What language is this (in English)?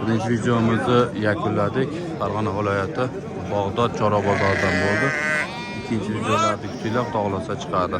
Uzbek